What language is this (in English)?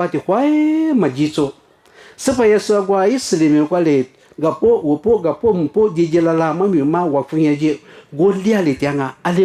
Lisu